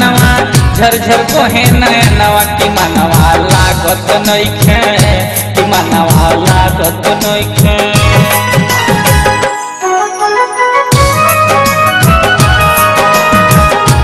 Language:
Bhojpuri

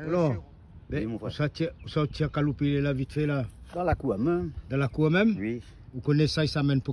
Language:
Réunion Creole French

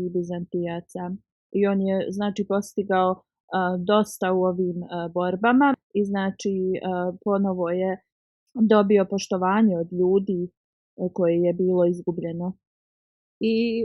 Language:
Bosnian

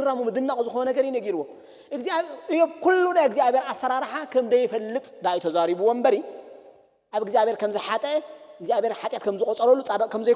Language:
Tigrinya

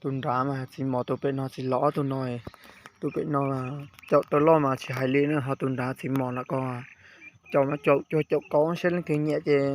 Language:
Hmong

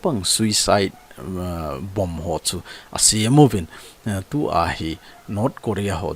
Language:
Thado Chin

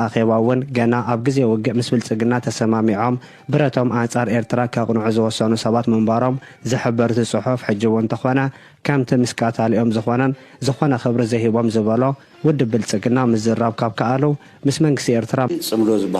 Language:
Tigrinya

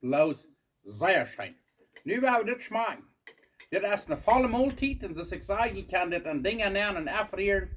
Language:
Plautdietsch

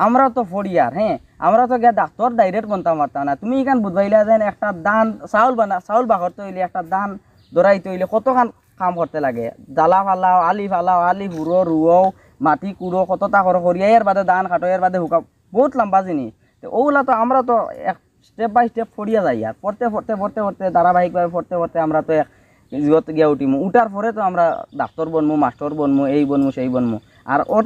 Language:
Sylheti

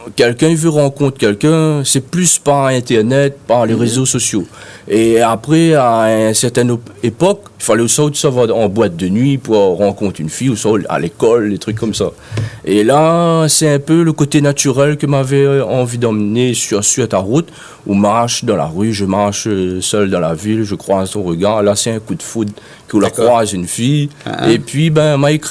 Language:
Réunion Creole French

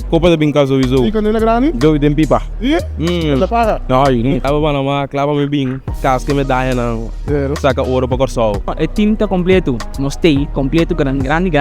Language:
Papiamento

